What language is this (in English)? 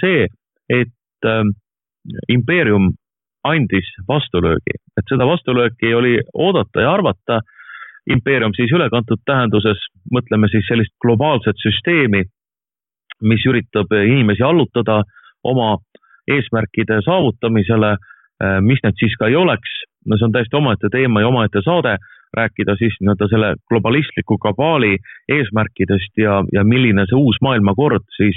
Estonian